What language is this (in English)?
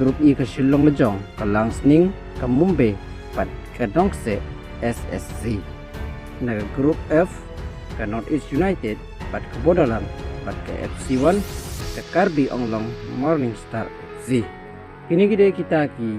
Khasi